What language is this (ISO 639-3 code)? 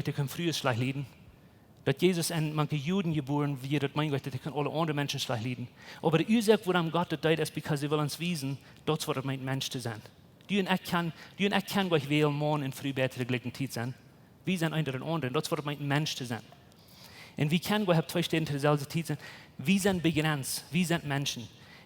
pdt